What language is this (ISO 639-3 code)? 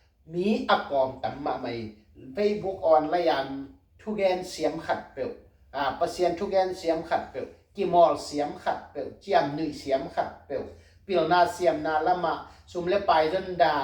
ctd